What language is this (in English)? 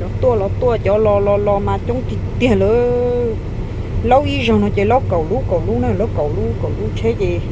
Hmong